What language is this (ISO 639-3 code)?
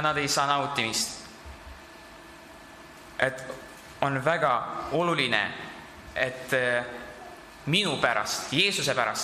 est